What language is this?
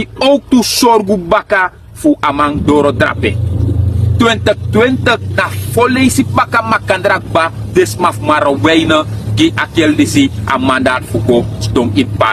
Sranan Tongo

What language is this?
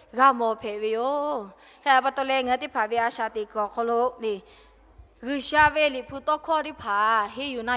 Lahu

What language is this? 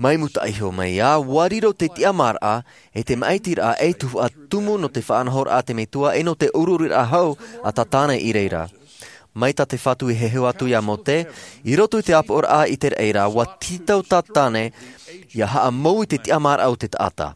Tahitian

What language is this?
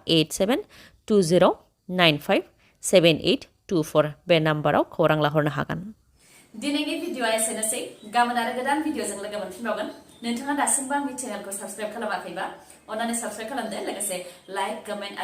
Bodo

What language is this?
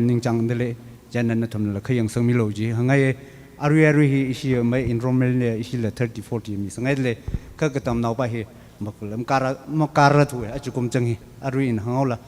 Tangkhul Naga (India)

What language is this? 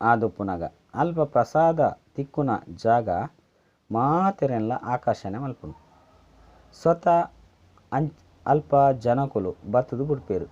Tulu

